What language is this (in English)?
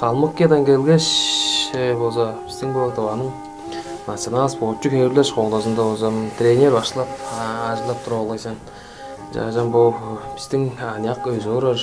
Tuvinian